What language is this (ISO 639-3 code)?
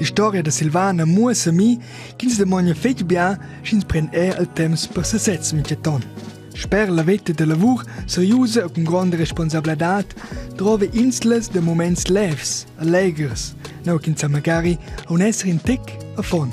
roh